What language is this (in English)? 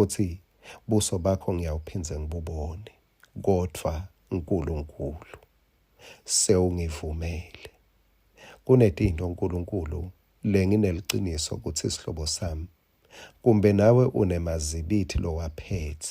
Swati